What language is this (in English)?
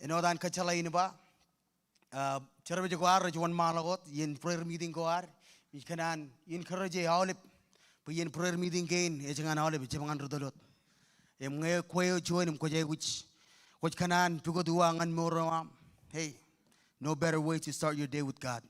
Marshallese